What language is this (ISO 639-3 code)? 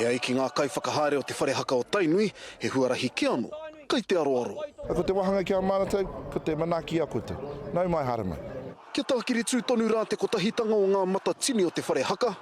mri